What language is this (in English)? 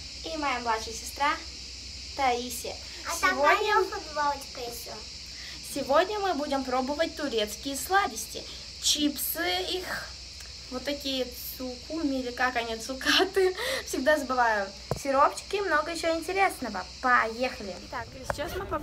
Russian